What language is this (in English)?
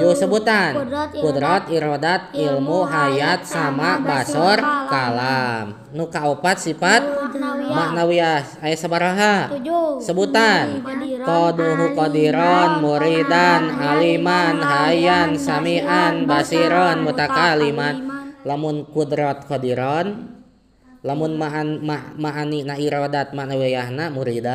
Sundanese